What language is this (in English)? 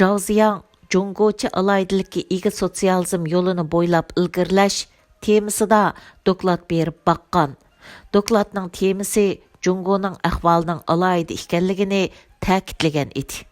Uyghur